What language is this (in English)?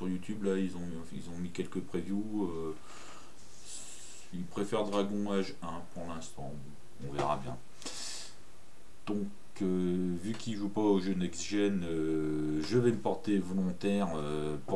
French